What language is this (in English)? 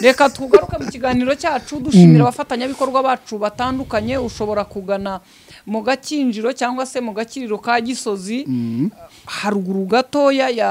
Kinyarwanda